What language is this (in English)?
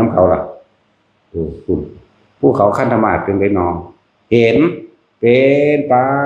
Northeastern Thai